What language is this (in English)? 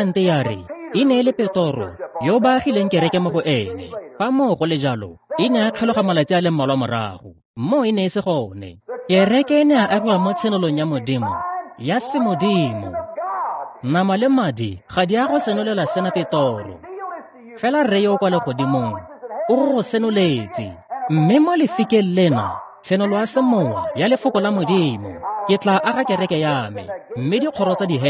Tswana